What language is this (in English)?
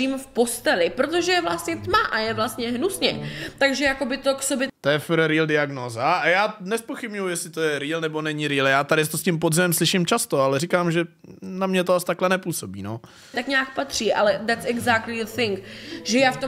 Czech